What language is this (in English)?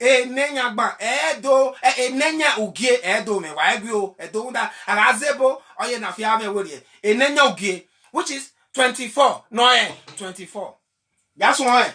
Bini